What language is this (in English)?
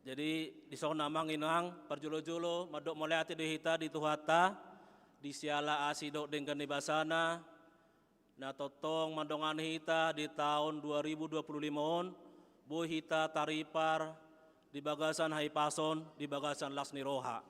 Batak Toba